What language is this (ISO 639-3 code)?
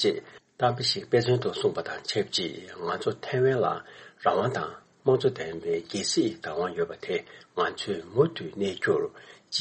bod